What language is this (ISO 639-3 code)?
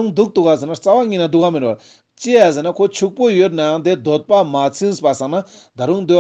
lbj